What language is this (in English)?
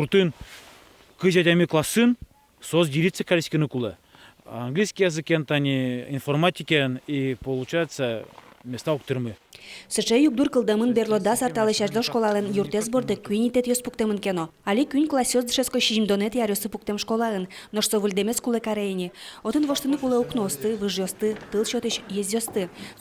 Udmurt